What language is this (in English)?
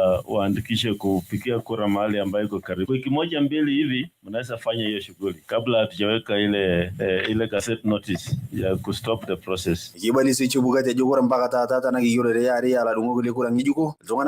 Masai